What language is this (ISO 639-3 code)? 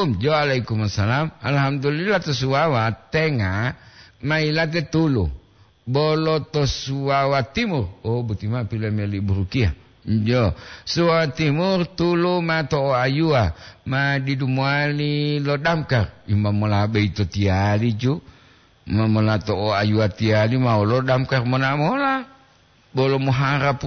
gor